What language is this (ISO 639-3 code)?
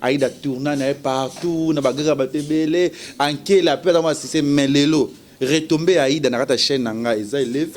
lin